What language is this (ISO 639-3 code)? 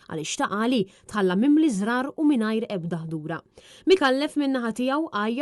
mlt